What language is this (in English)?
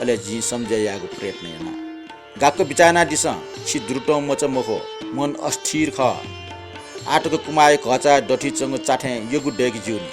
Newari